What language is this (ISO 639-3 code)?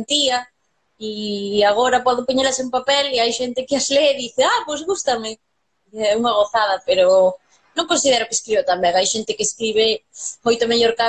glg